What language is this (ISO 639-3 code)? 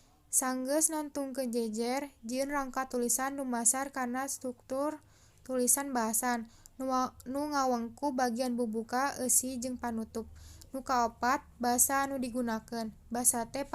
sun